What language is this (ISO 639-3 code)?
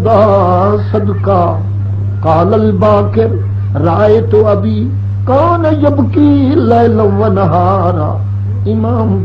skr